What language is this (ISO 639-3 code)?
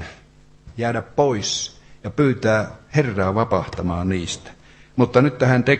fin